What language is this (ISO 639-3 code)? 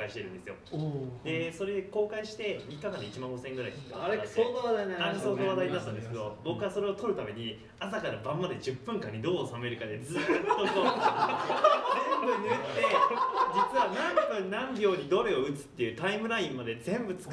jpn